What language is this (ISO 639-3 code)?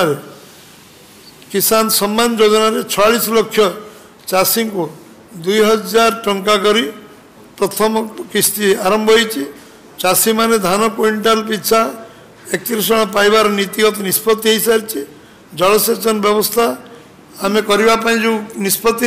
ori